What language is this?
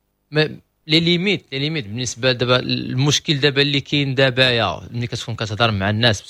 Moroccan Arabic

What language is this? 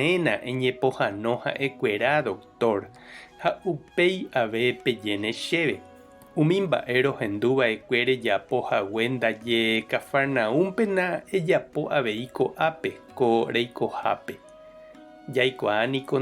Guarani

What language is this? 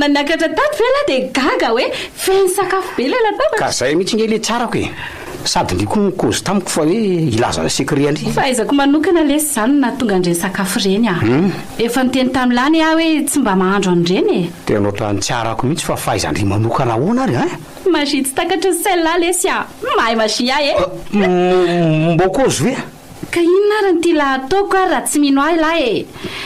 Malagasy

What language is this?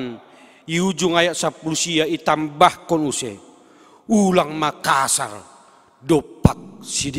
Batak Simalungun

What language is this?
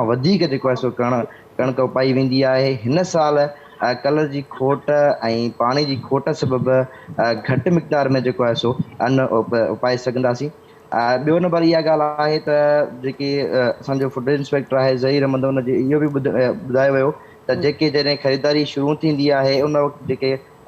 Sindhi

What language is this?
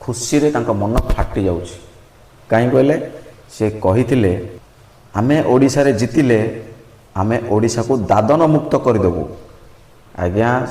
Odia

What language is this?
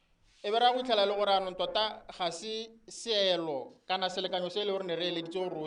Tswana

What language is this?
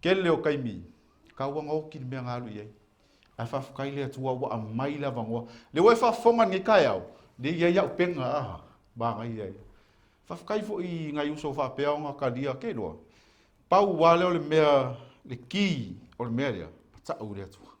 Samoan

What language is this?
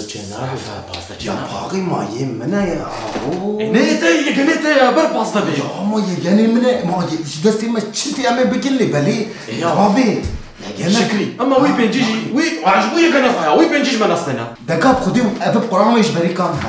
Kurdish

